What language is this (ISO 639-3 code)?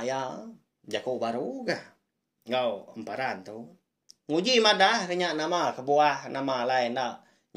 iba